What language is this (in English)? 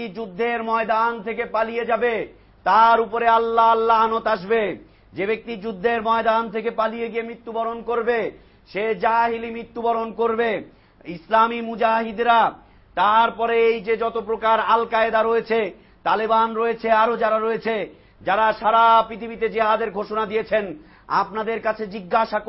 Bangla